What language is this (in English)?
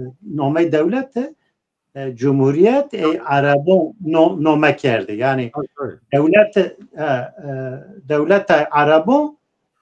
Zaza